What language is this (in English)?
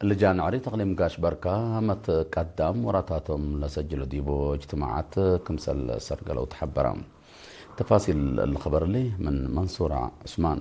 Tigre